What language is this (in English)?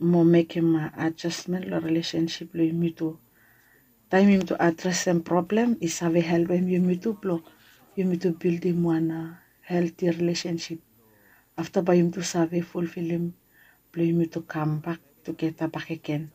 Bislama